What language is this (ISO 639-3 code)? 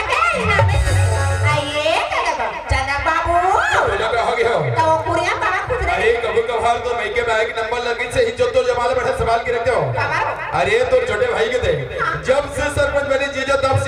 hne